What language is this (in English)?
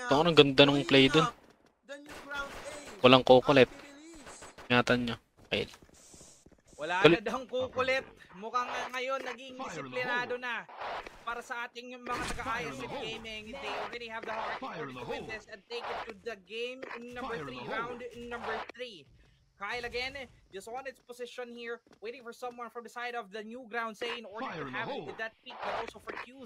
Filipino